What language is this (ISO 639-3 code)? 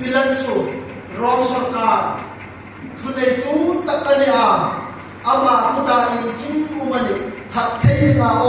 hmr